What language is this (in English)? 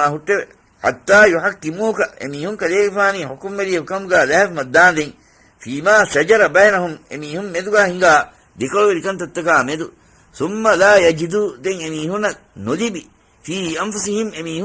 Divehi